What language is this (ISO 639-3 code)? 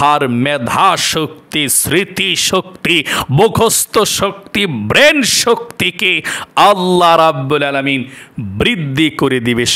ben